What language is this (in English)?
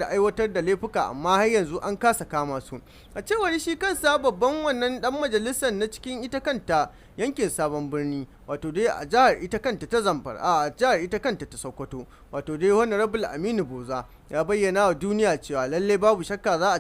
Hausa